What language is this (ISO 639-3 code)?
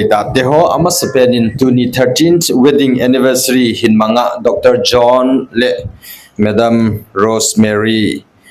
tcz